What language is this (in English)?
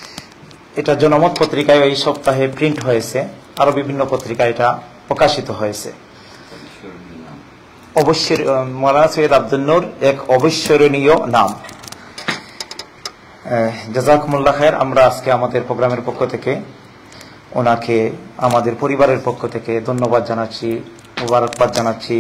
Bangla